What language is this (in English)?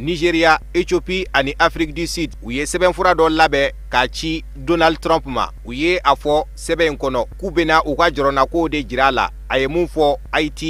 Bambara